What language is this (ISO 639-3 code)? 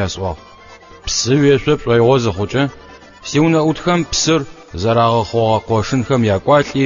ady